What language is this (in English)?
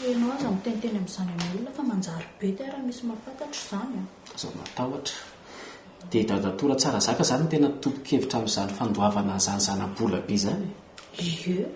Malagasy